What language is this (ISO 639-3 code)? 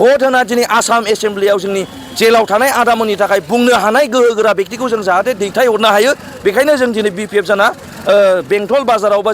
brx